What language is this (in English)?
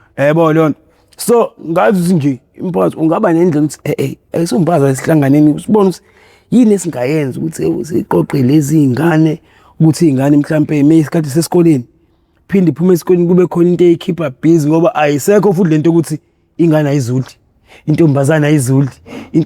Zulu